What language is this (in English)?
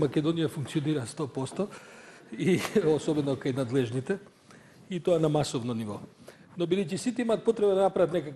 Macedonian